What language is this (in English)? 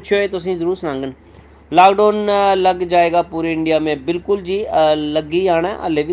Dogri